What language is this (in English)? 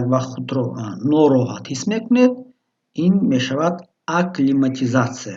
Tajik